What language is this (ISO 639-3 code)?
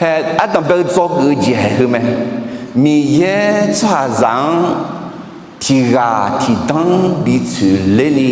ahk